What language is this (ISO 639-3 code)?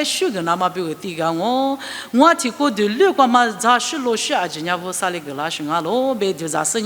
lis